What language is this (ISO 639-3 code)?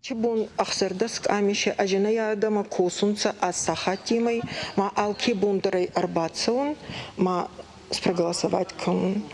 oss